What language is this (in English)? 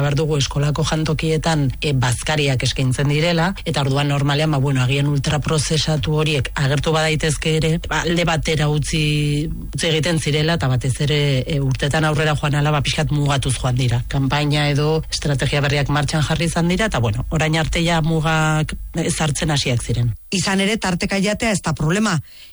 Basque